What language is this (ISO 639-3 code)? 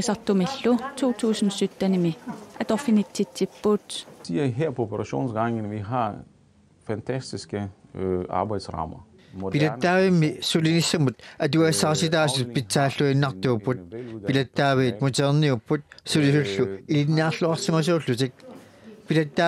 kal